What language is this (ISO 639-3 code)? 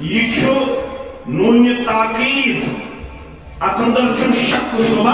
kas